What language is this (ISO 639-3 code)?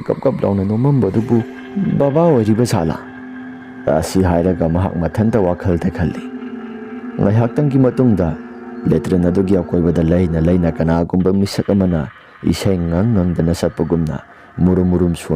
mni